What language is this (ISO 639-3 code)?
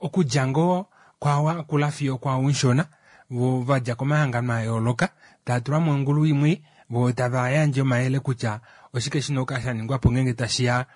kua